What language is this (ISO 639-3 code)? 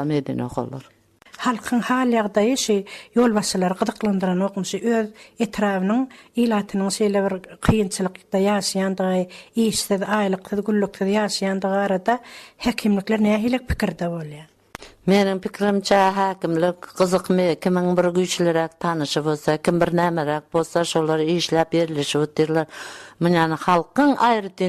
tuk